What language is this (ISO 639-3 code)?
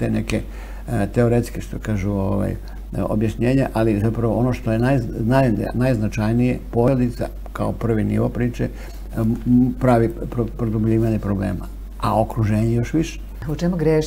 srp